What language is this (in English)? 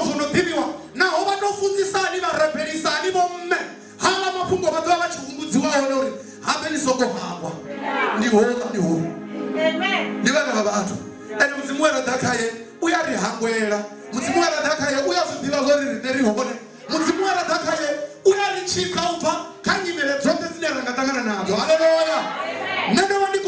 Venda